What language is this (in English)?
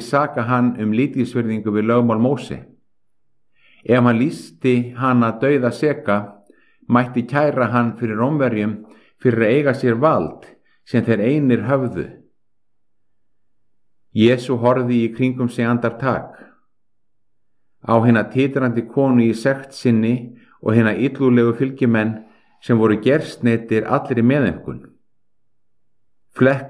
Icelandic